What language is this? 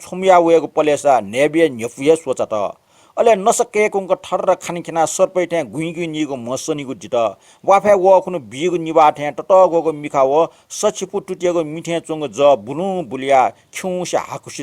Newari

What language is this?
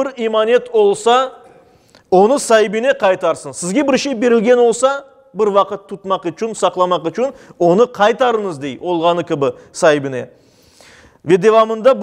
Crimean Tatar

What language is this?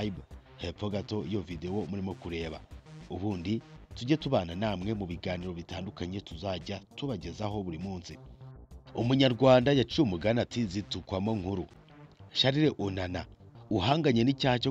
Kinyarwanda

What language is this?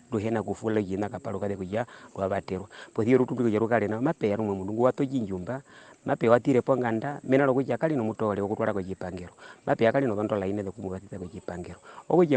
Herero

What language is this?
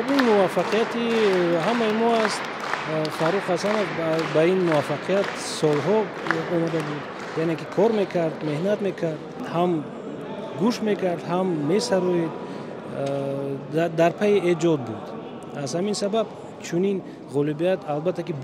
Tajik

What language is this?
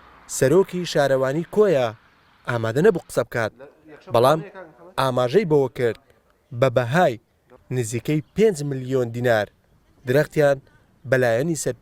Central Kurdish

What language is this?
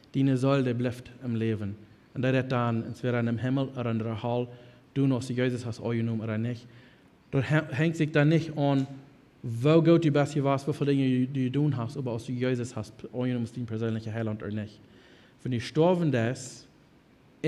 Plautdietsch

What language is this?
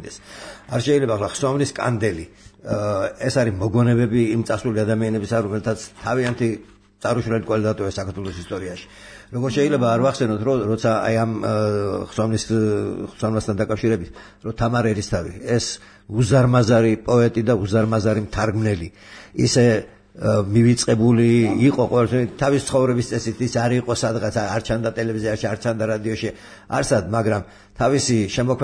Georgian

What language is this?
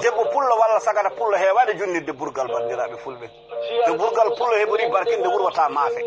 Fula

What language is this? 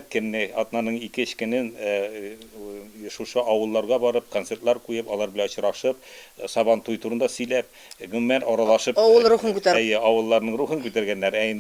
Tatar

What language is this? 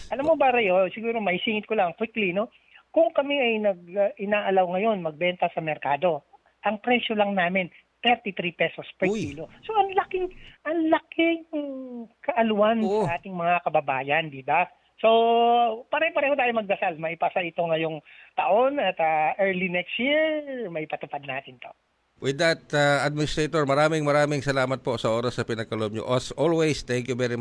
Filipino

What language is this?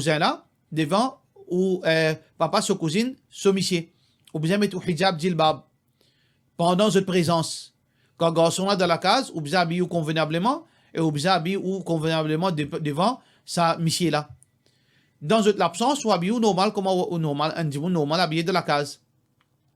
Morisyen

